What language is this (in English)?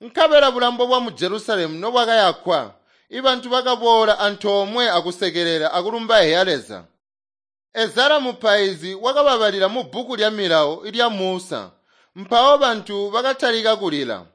Tonga (Zambia)